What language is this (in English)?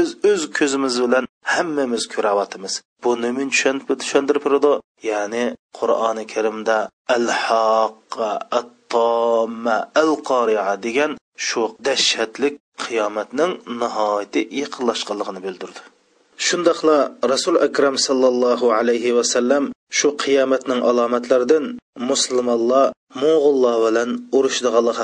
Uyghur